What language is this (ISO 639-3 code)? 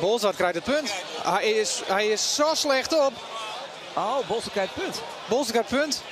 fry